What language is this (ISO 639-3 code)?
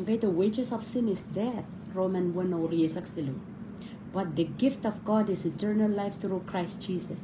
pon